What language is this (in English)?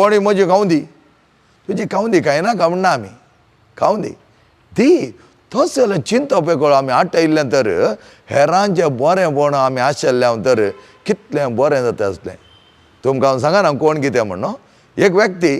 Konkani